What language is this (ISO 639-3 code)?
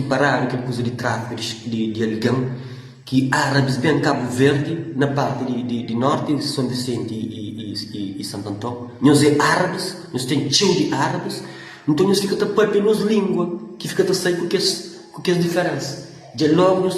kea